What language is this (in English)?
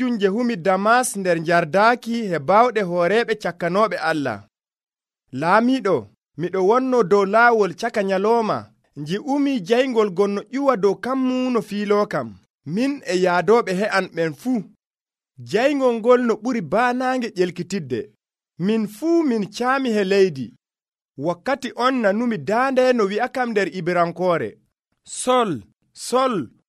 Nigerian Fulfulde